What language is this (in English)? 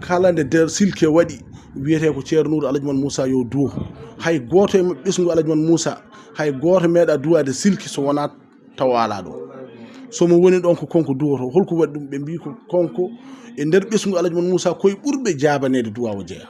Fula